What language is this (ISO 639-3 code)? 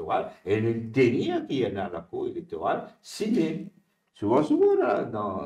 mfe